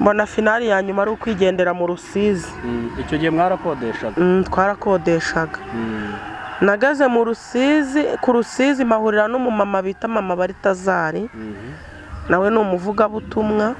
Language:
Kinyarwanda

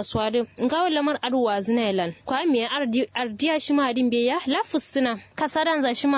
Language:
Kanuri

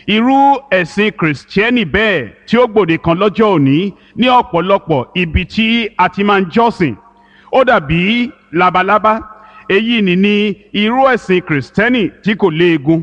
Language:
Yoruba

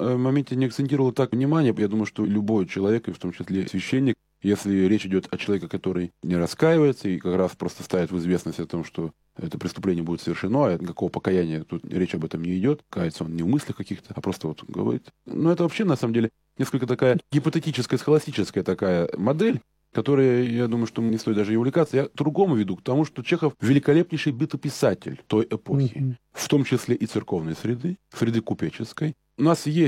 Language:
Russian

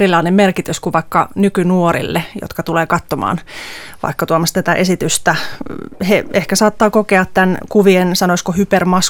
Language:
Finnish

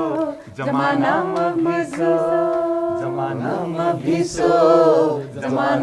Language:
Newari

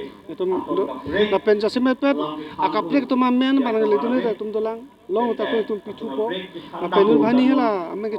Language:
Karbi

